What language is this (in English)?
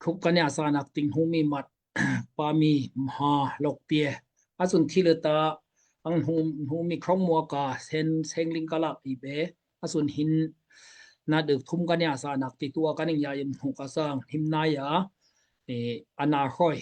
Daai Chin